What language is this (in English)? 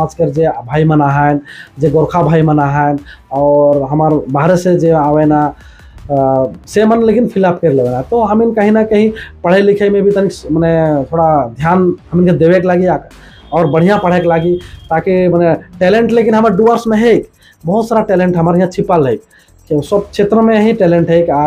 Sadri